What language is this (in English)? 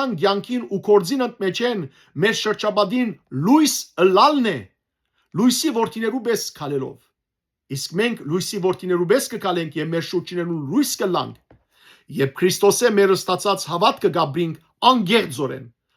Western Armenian